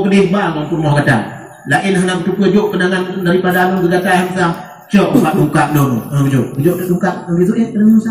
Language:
Achinese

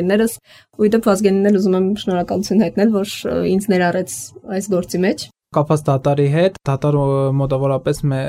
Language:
Armenian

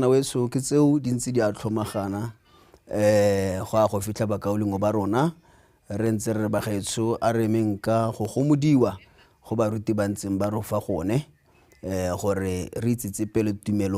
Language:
Tswana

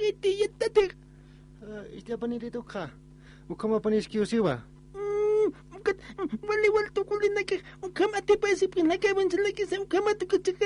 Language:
Aymara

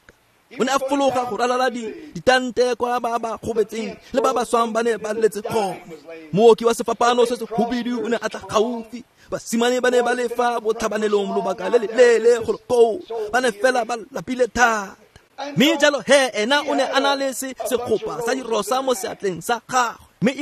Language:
Tswana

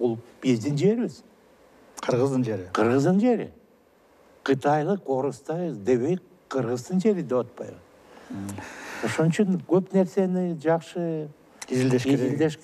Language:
Kyrgyz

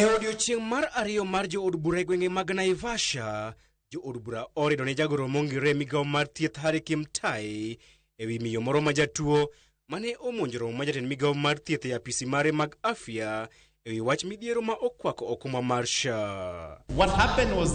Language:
Luo (Kenya and Tanzania)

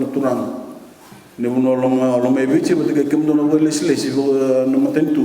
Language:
Fijian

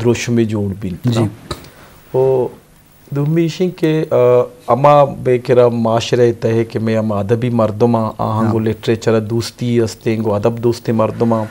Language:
Eastern Balochi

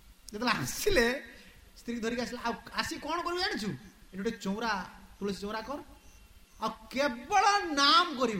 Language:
Odia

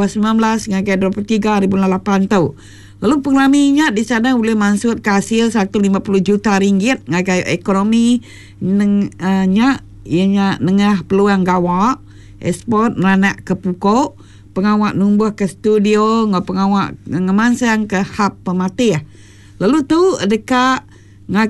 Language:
Iban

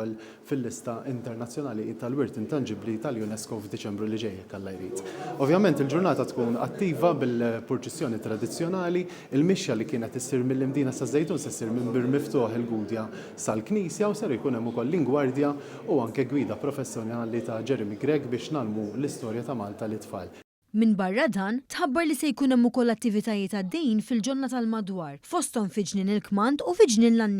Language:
Maltese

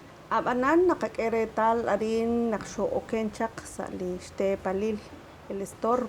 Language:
Kekchí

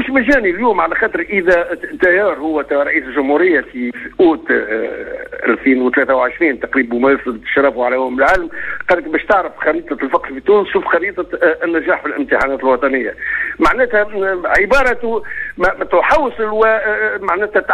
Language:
Tunisian Arabic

